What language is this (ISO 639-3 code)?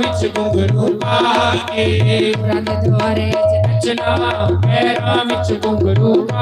doi